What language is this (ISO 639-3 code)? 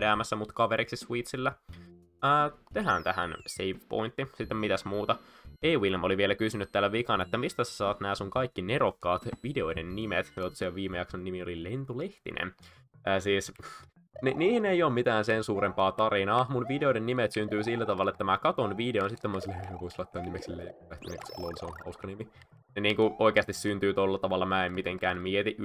fin